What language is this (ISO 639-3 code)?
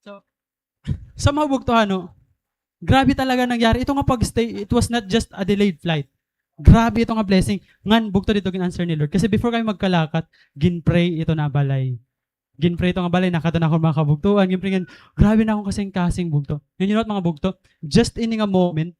war